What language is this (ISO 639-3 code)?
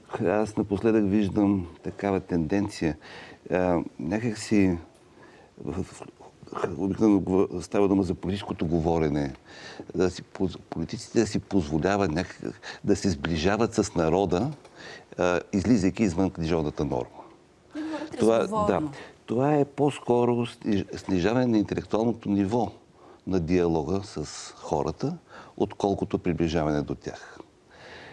bul